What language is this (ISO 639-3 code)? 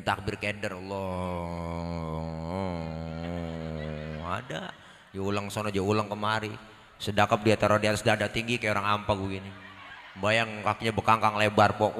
bew